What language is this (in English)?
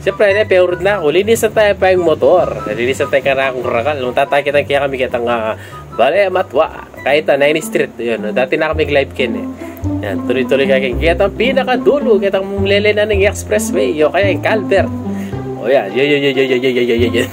Pampanga